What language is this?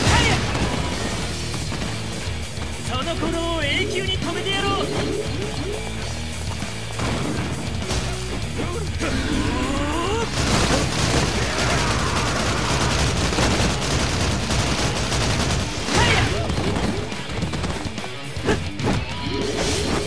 Japanese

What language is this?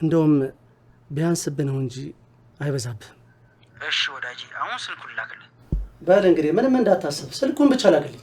Amharic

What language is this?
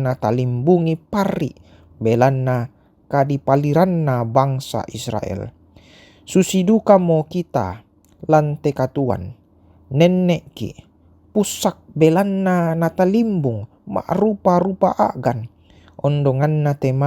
Toraja-Sa'dan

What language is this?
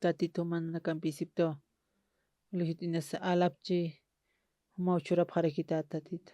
Aymara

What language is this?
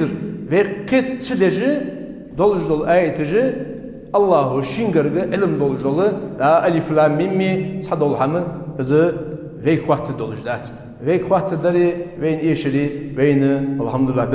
Ingush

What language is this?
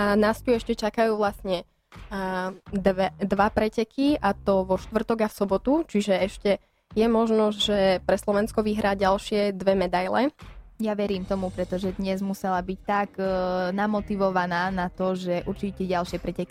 Slovak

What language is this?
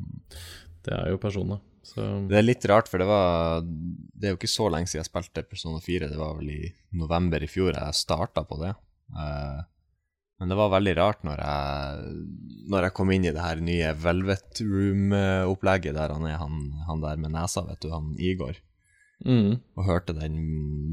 Norwegian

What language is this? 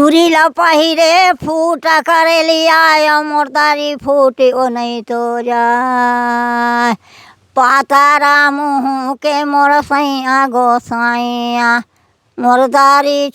Chhattisgarhi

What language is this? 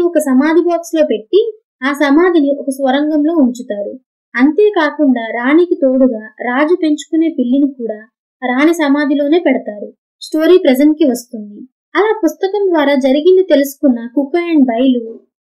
Telugu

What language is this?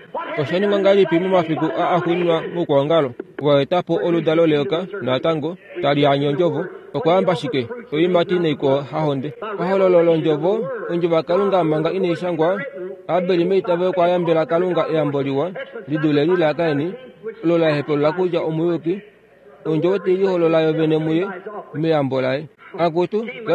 Kuanyama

